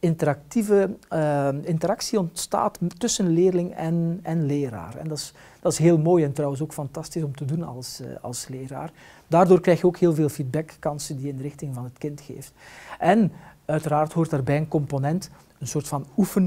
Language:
Dutch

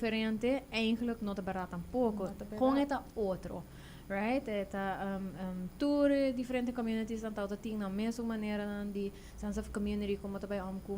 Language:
Papiamento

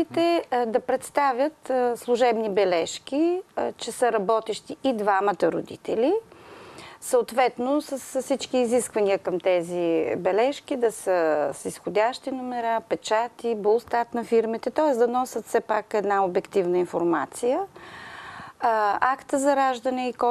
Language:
Bulgarian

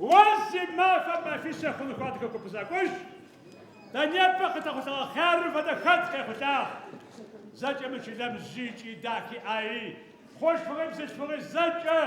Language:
Adyghe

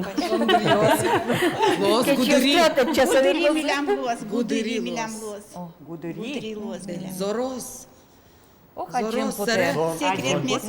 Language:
Udmurt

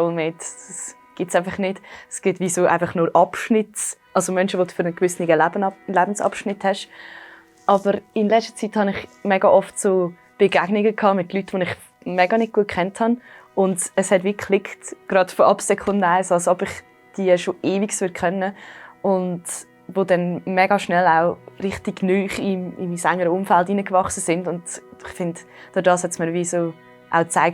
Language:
Swiss German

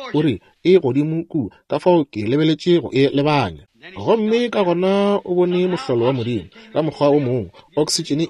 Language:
Northern Sotho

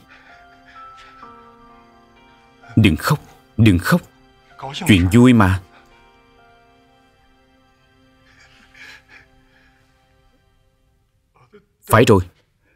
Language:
Vietnamese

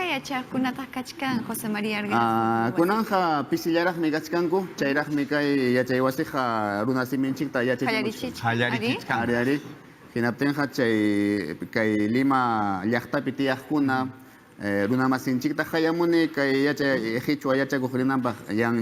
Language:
Ayacucho Quechua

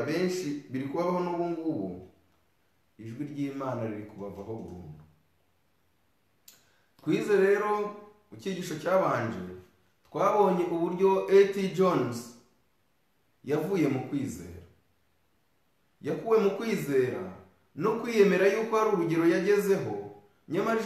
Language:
Kinyarwanda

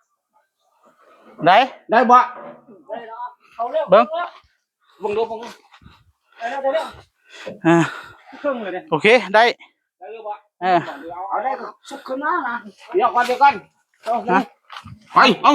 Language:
Northeastern Thai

